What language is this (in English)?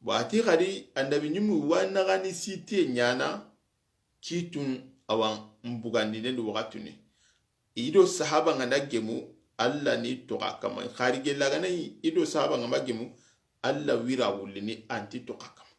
Soninke